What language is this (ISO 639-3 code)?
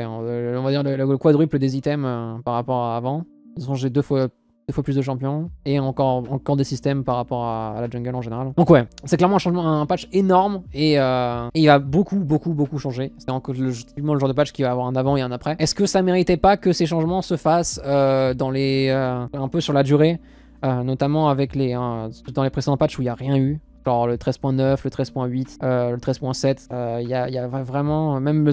fra